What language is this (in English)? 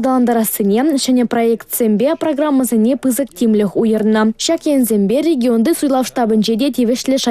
Chuvash